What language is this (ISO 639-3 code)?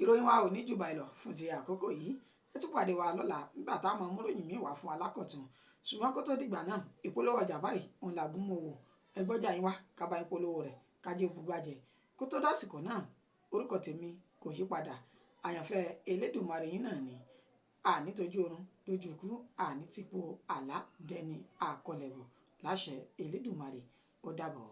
yor